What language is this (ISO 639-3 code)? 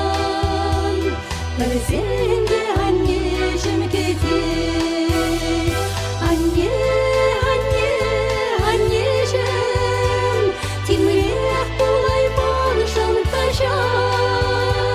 chv